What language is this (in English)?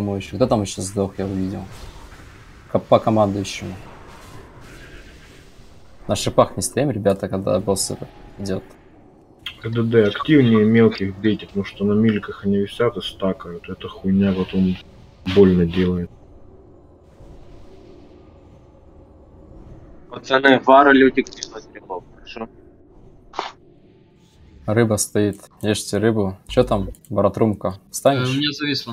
Russian